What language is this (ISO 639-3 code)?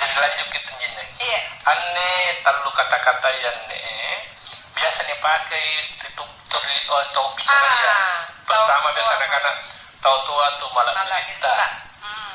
mak